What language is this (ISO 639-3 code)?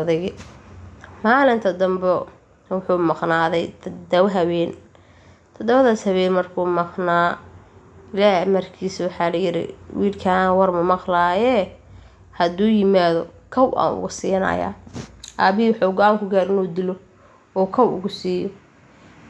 som